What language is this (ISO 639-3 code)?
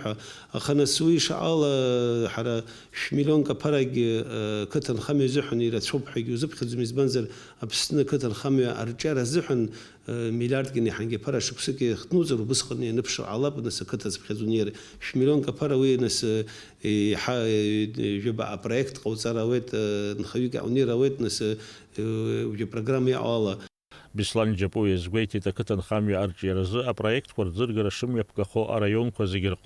abk